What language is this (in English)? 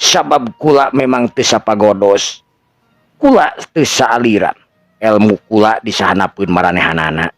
Sundanese